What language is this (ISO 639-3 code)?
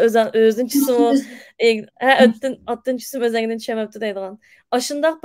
uig